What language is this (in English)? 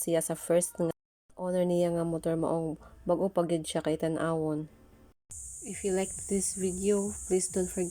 Cebuano